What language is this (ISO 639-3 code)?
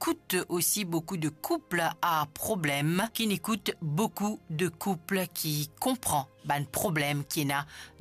mfe